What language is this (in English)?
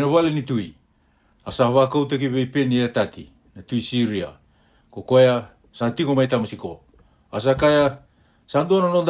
Fijian